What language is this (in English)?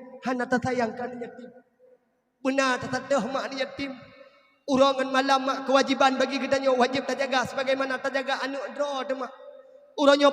Achinese